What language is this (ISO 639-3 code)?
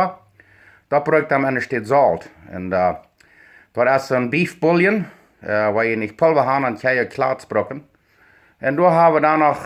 pdt